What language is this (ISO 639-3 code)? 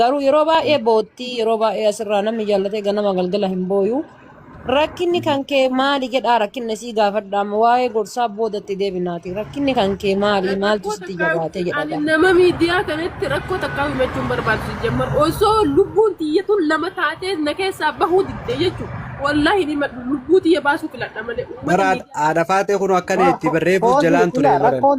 orm